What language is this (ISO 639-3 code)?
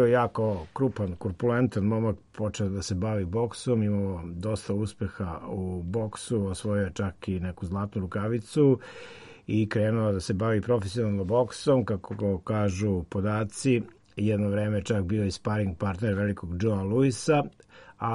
srp